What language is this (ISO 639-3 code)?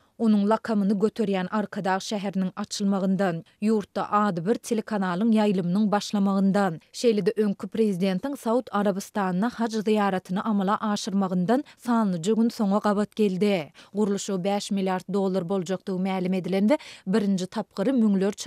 tuk